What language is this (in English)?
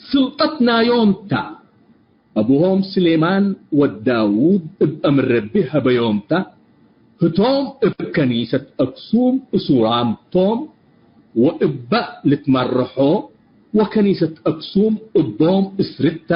Tigre